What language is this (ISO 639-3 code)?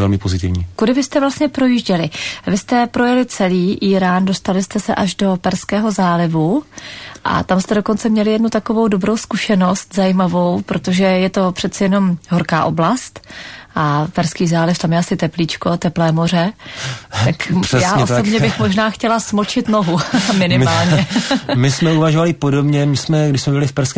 ces